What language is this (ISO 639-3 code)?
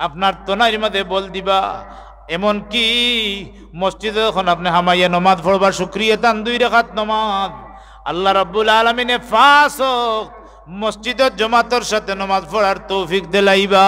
syl